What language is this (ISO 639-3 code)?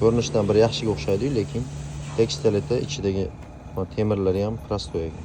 uzb